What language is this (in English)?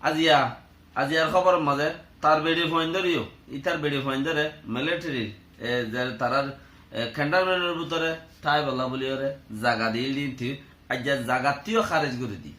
Rohingya